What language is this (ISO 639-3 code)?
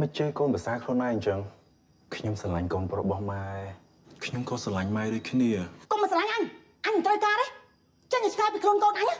khm